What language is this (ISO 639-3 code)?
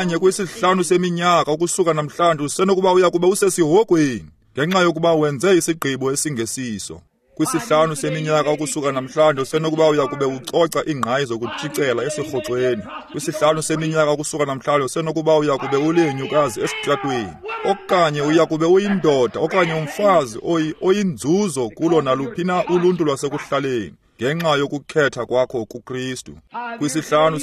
xho